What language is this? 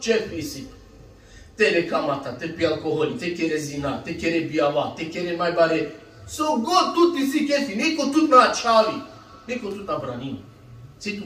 Balkan Romani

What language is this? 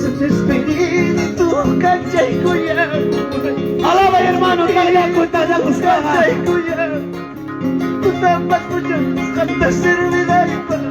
Ayacucho Quechua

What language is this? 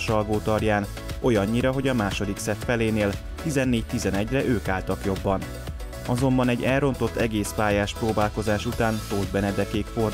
Hungarian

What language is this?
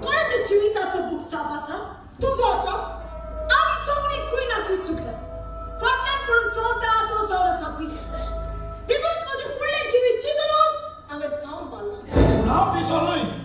Konkani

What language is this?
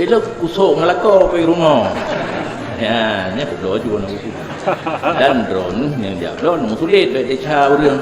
Achinese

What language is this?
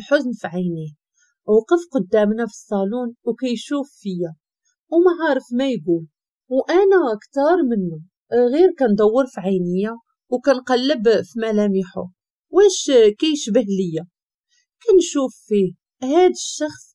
Moroccan Arabic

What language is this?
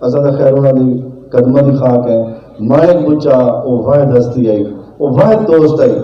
Saraiki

